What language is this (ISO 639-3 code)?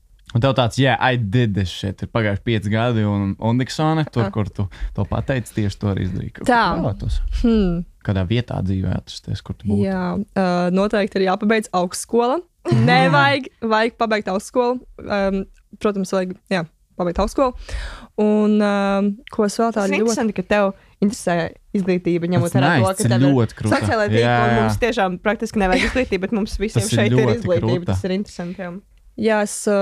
lav